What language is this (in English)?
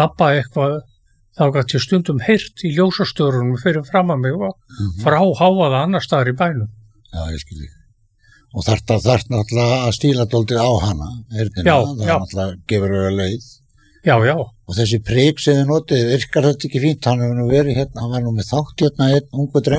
Icelandic